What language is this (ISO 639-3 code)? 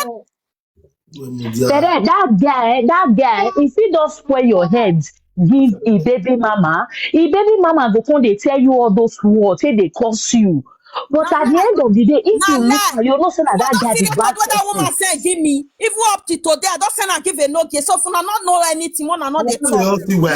pcm